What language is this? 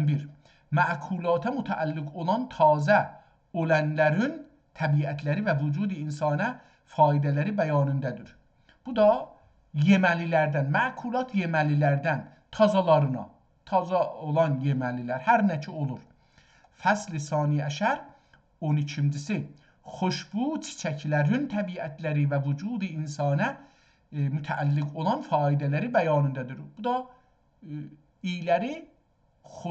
South Azerbaijani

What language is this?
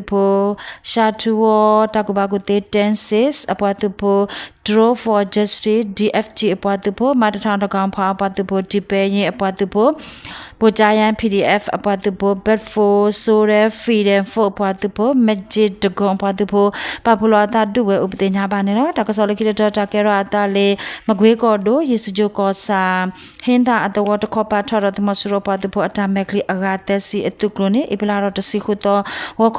S'gaw Karen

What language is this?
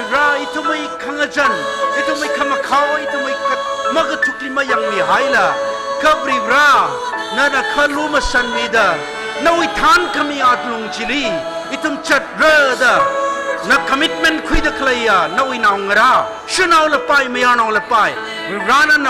Tangkhul Naga (India)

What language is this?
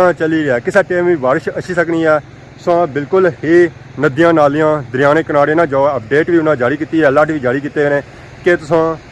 Pahari-Potwari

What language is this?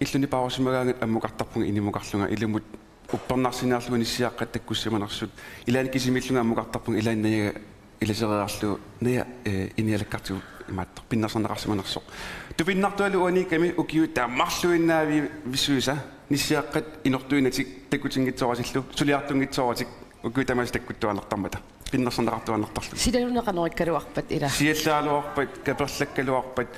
Kalaallisut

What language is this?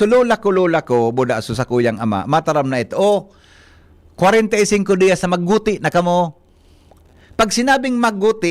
Bikol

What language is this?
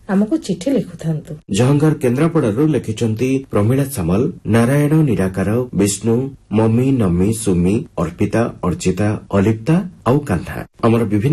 Odia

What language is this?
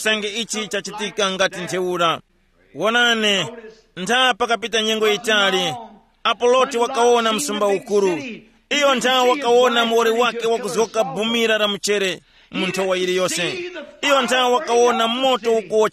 Tumbuka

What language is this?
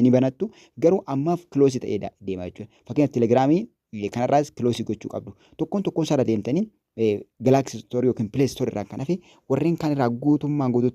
Oromo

